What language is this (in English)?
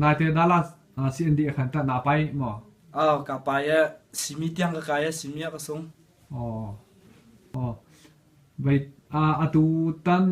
Hakha Chin